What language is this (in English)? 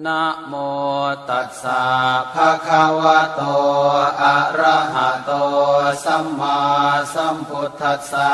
Pali